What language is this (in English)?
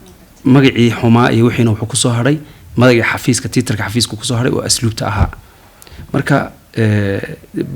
Somali